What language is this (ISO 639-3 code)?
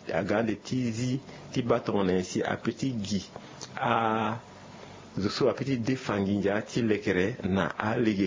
sag